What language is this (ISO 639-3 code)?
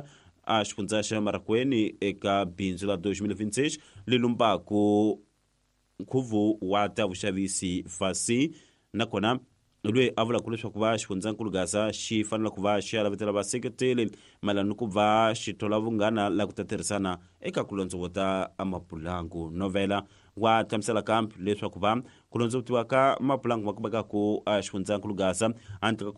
tso